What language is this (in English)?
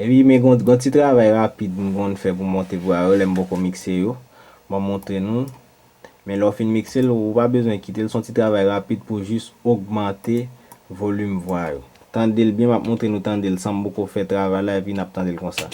Haitian Creole